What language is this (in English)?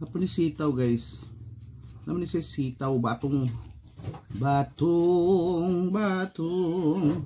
Cebuano